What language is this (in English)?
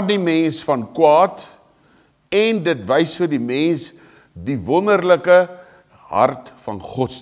Afrikaans